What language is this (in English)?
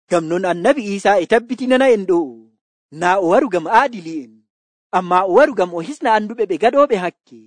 Nigerian Fulfulde